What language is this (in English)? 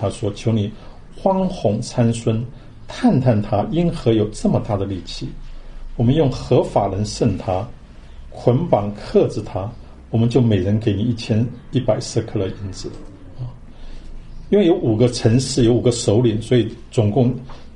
Chinese